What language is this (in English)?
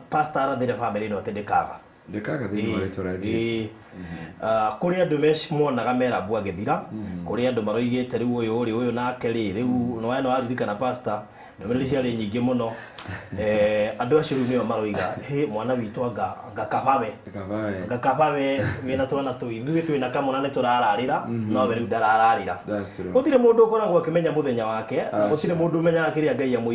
Kikuyu